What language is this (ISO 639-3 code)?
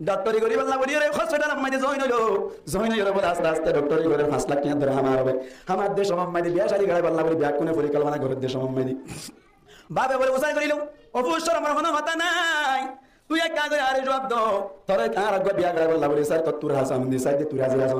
rhg